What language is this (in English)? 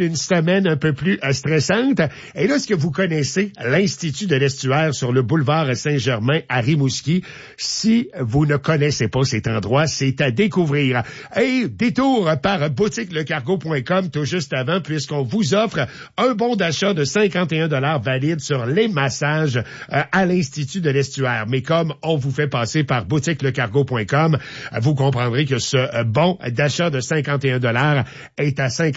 French